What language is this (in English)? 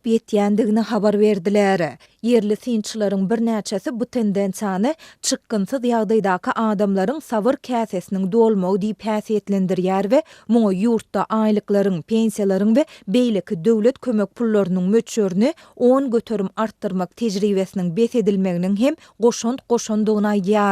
Turkmen